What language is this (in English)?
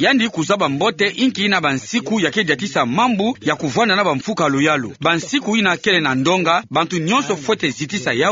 Kituba (Democratic Republic of Congo)